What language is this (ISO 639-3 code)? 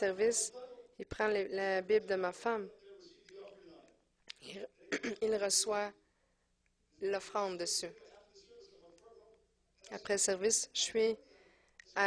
fra